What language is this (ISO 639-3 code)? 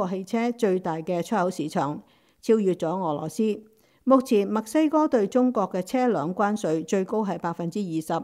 yue